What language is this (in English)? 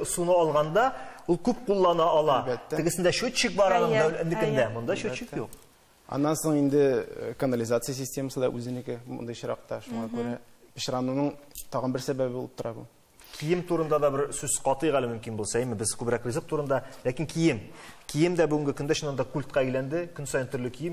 Tatar